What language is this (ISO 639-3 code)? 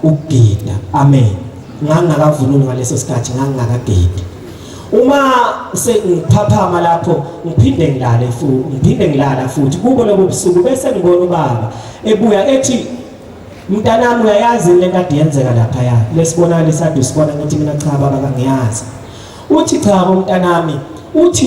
zul